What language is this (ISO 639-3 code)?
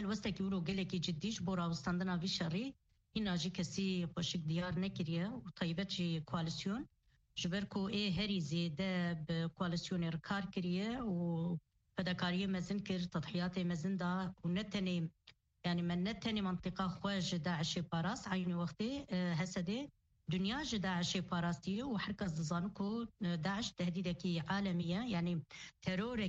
kur